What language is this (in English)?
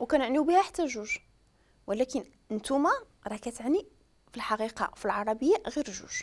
Moroccan Arabic